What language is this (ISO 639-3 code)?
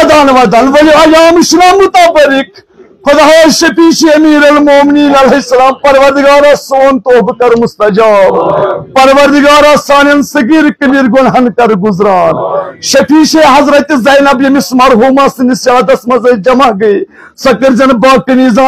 kas